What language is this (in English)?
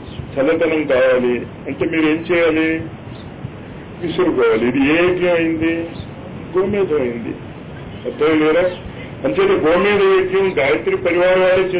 Telugu